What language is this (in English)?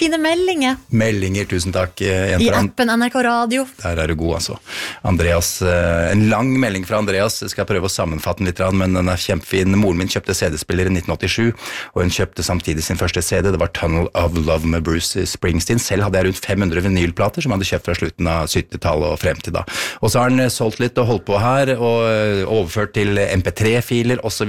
Norwegian